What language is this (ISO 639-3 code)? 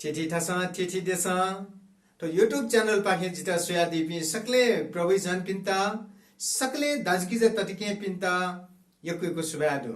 new